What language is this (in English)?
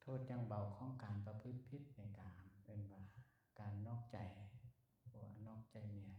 Lao